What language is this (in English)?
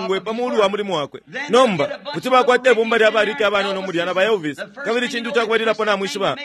Bemba